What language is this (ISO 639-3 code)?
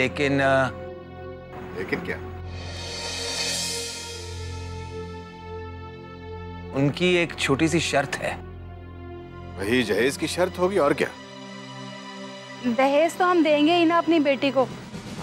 hin